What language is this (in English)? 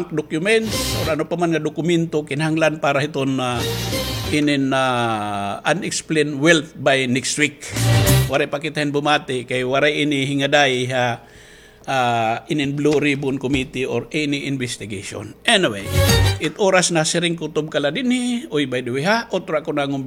Waray